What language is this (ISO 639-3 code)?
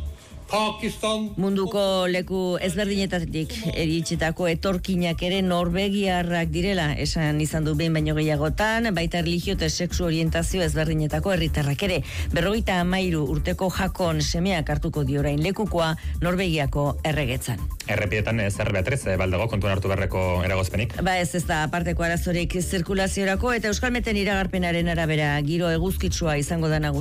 eus